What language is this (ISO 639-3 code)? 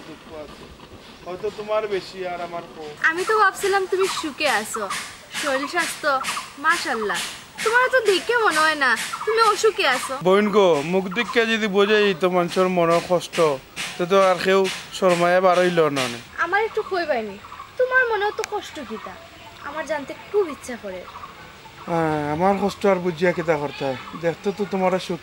syl